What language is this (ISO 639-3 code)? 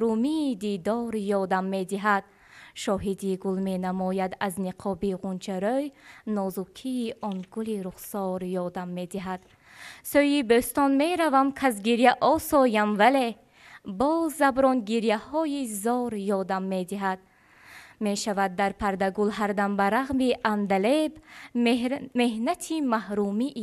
tgk